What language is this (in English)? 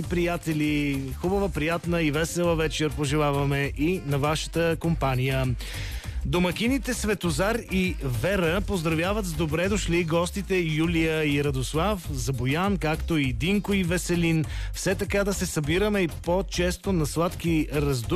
Bulgarian